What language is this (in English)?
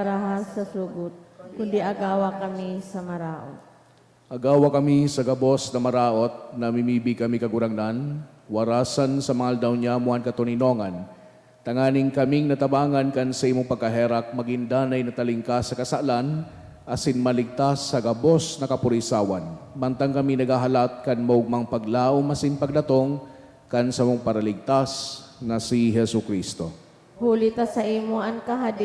Bikol